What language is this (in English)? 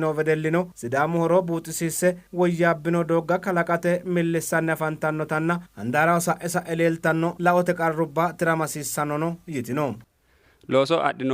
Sidamo